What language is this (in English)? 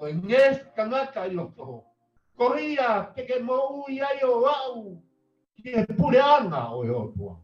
Tongan